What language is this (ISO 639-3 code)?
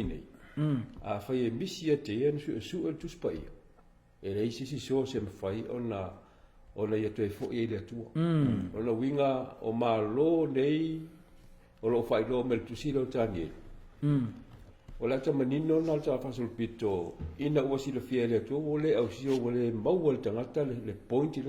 smo